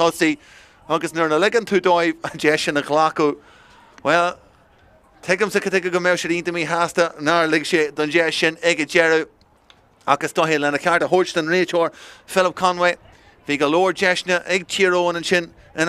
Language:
Irish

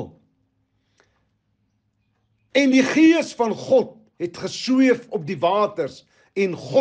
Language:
Afrikaans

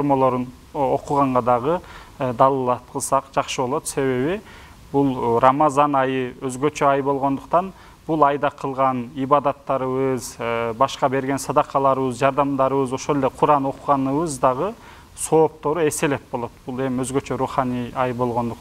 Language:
Kyrgyz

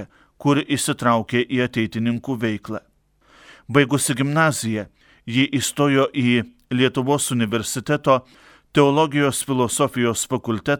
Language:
Lithuanian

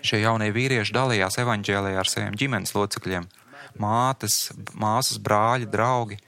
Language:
Latvian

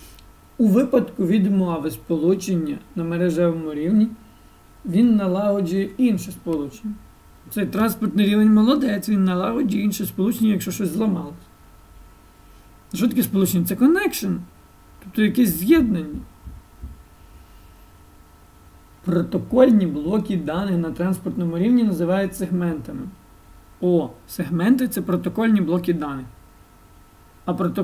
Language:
Ukrainian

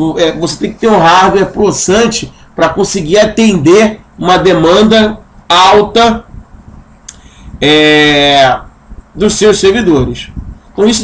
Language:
Portuguese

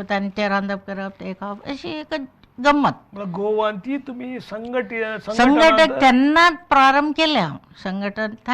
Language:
Konkani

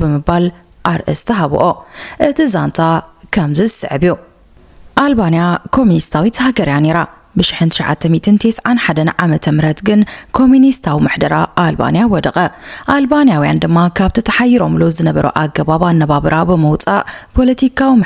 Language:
Tigrinya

